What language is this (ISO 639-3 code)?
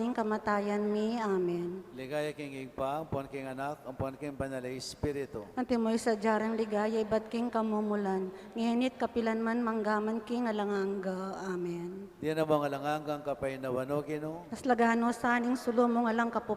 pam